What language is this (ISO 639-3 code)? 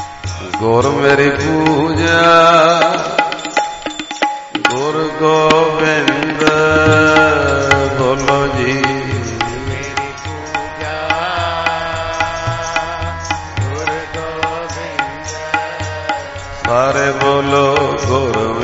pan